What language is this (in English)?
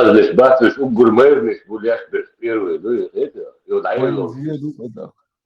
Chechen